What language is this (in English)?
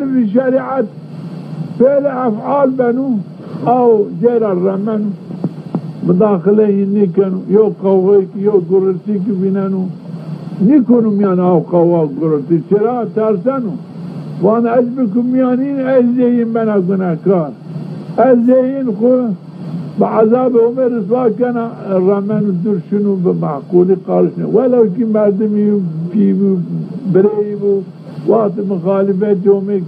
Zaza